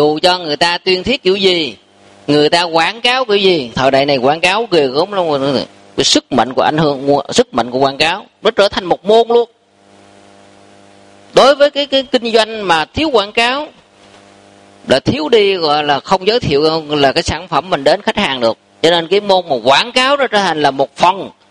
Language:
Vietnamese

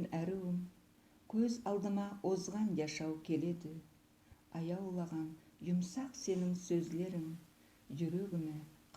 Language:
Nogai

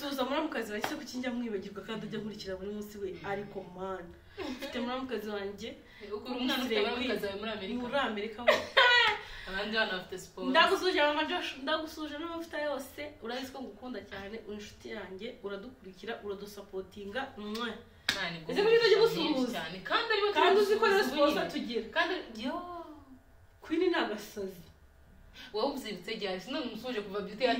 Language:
Kinyarwanda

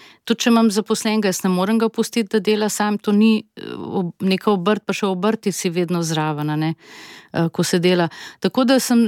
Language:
Slovenian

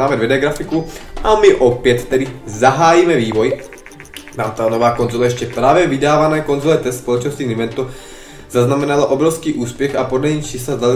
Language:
Czech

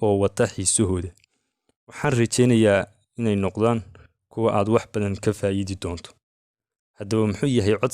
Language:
Somali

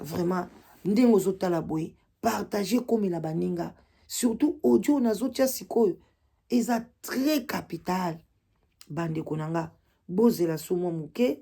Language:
Lingala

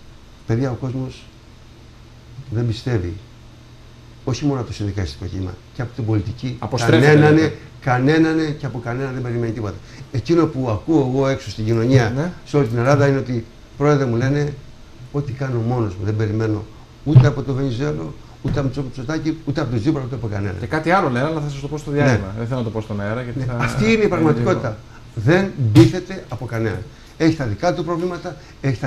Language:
Greek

